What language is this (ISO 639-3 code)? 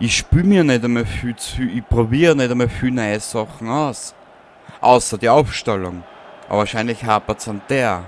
bar